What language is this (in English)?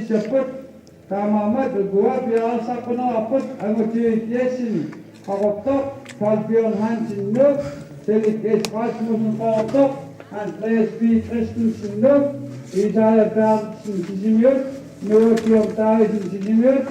Kalaallisut